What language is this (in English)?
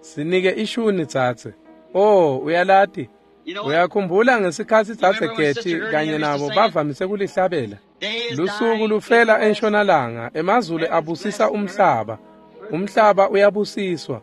Swati